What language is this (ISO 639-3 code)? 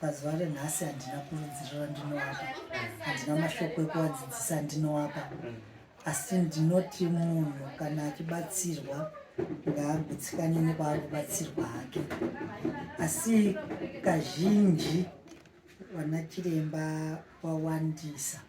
sna